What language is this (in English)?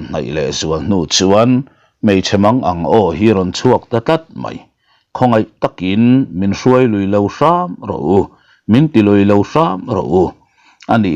Mizo